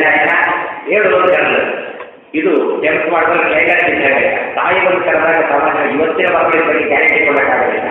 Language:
Kannada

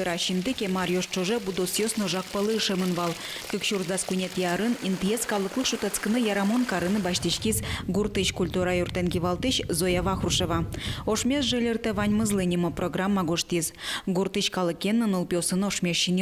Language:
Udmurt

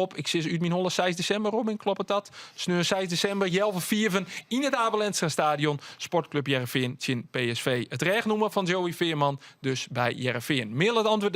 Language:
Western Frisian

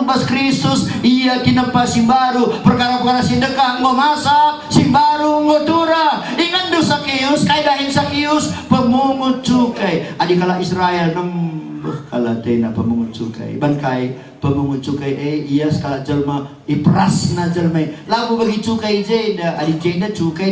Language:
Batak Karo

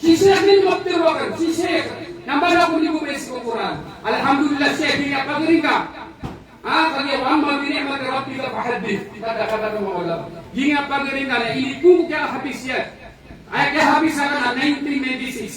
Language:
Maranao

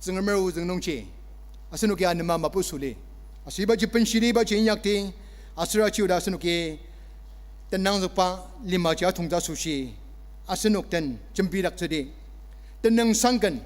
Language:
Ao Naga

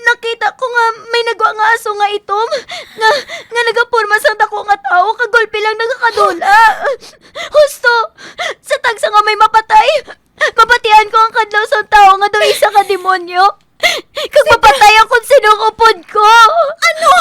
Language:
Hiligaynon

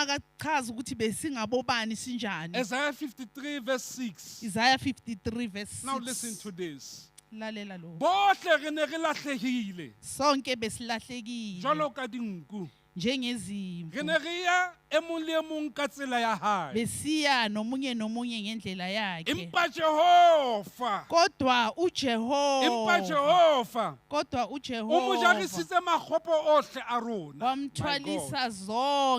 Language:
Southern Sotho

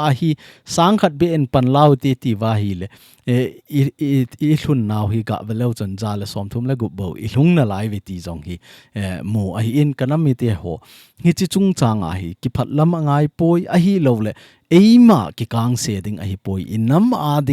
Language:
Thado Chin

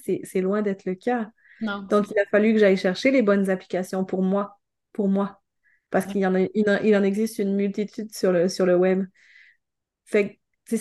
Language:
French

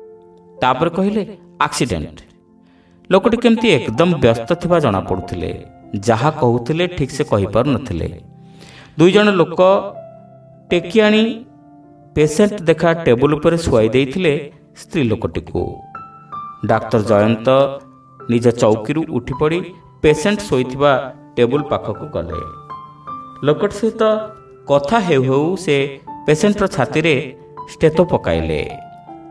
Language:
Odia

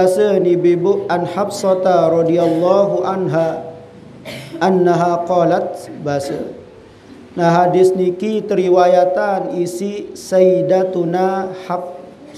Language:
Sasak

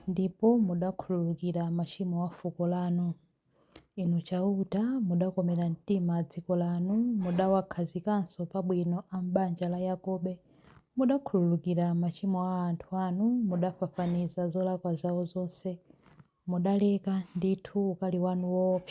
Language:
Nyanja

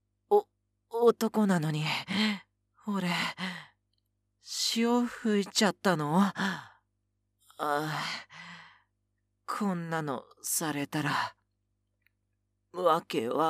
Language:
Japanese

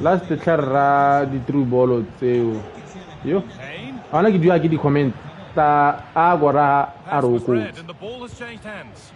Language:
Tswana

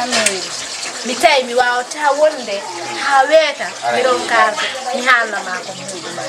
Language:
Fula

